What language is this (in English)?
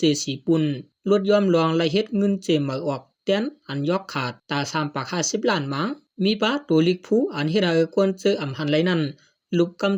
Shan